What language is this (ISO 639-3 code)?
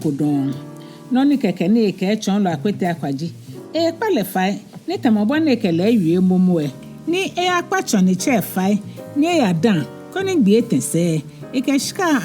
gaa